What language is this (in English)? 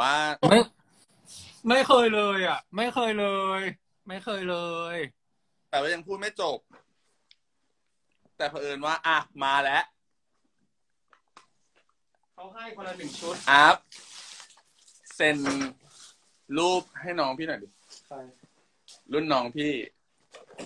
Thai